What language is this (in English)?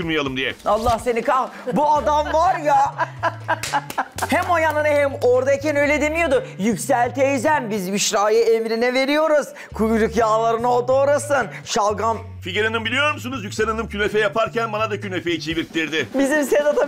Turkish